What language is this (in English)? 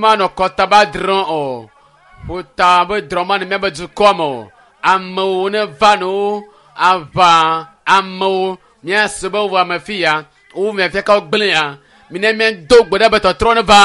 Ewe